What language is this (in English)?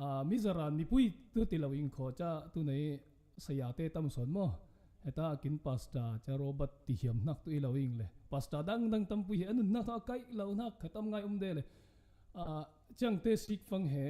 Falam Chin